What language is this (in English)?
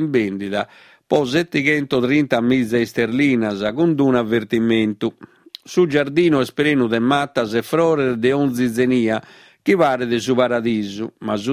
Sardinian